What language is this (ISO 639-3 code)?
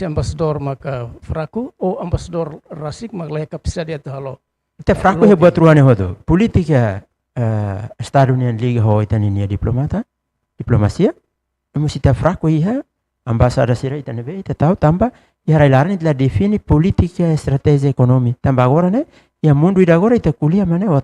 tet